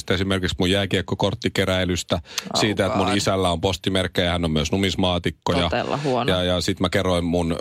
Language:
Finnish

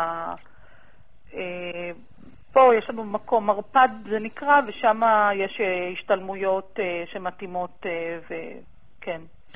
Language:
Hebrew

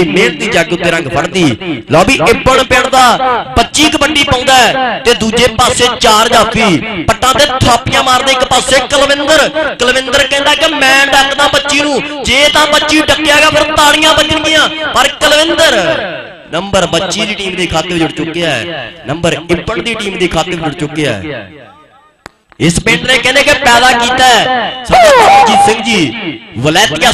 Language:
Punjabi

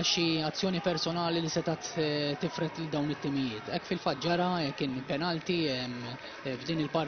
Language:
Maltese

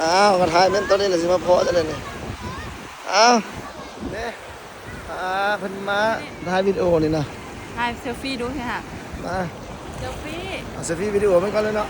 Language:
Lao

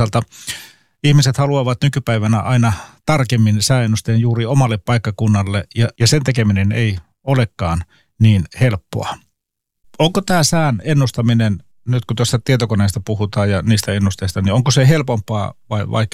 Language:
Finnish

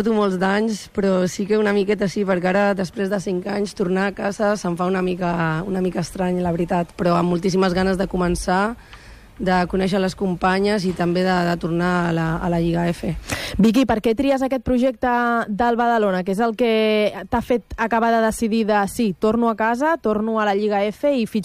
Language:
Catalan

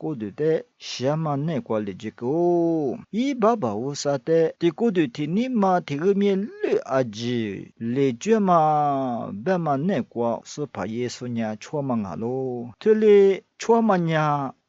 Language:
Lisu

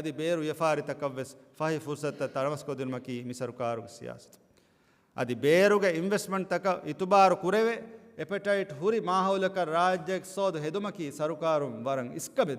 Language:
Divehi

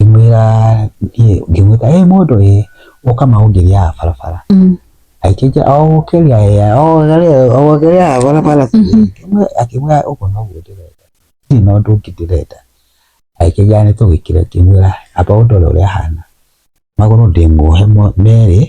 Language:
Kikuyu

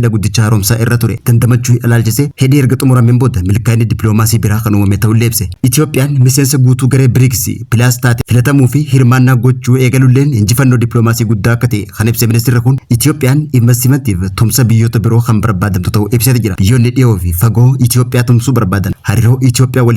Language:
Oromo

